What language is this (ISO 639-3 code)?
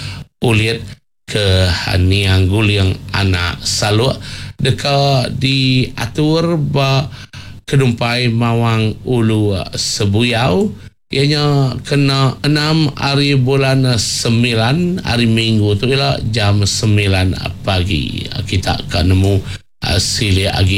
iba